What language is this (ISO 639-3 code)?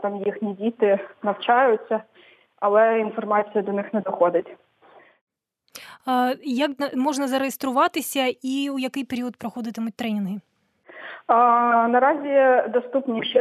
ukr